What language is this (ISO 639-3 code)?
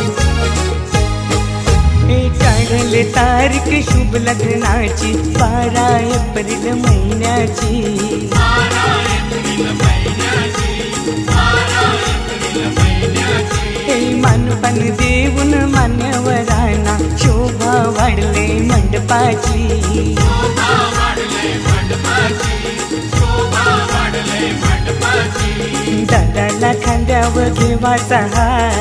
mar